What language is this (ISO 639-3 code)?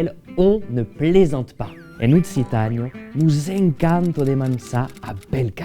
oci